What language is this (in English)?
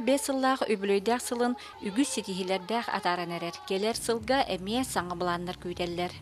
Yakut